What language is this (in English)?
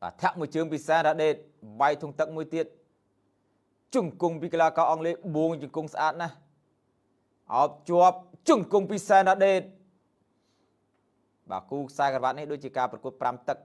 Khmer